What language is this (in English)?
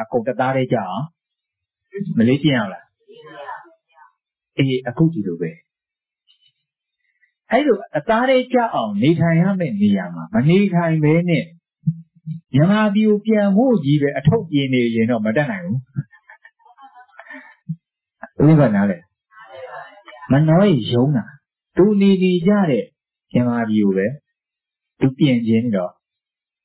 Burmese